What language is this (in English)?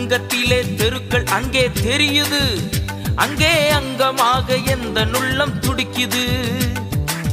Tamil